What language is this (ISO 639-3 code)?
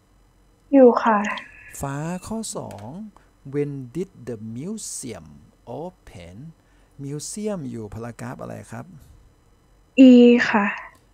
tha